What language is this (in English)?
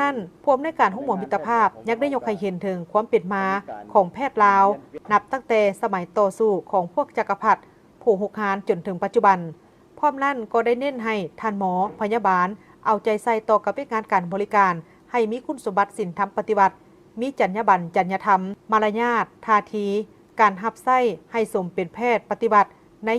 Lao